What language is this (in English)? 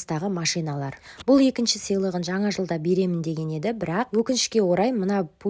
Kazakh